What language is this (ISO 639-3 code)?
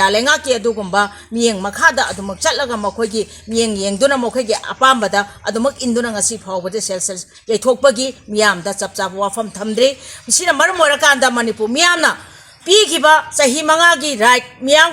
mni